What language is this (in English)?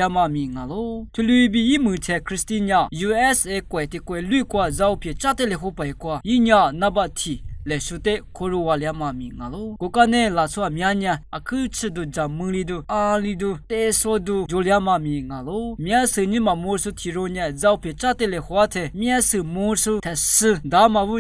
Lisu